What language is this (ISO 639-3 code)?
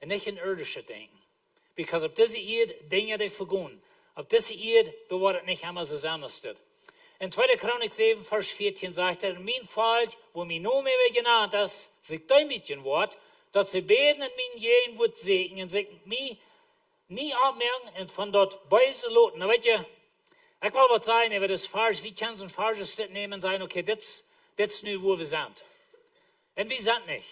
pdt